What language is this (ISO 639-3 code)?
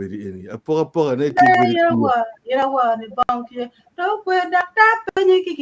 ach